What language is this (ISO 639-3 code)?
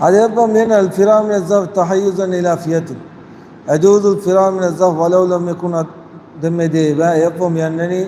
div